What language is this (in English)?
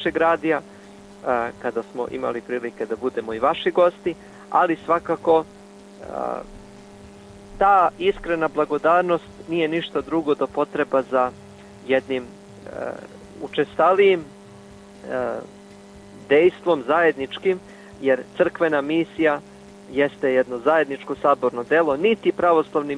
Serbian